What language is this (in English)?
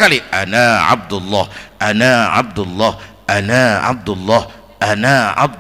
Betawi